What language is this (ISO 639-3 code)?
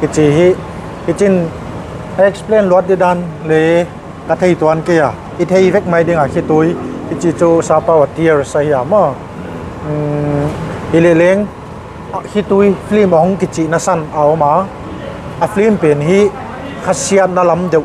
pck